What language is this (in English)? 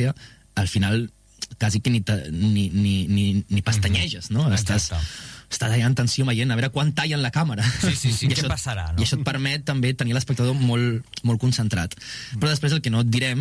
Catalan